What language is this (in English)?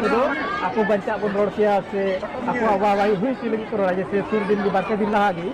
Santali